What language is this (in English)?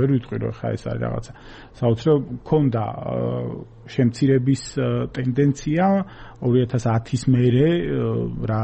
Georgian